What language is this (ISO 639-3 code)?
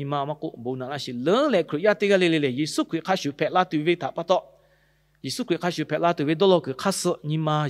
lhu